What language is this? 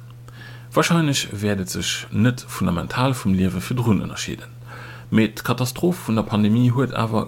Luxembourgish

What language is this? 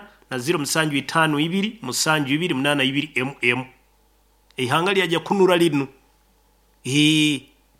Nyoro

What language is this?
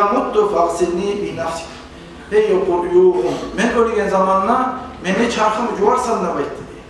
Kumyk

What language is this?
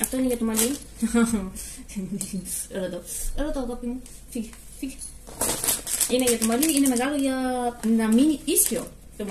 Greek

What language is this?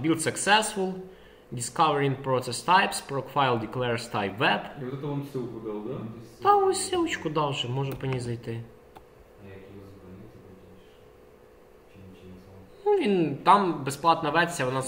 Ukrainian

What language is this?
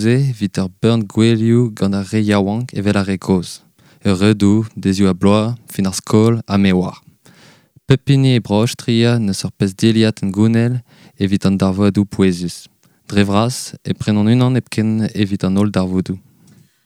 Breton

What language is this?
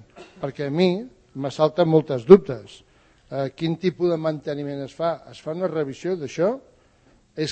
Catalan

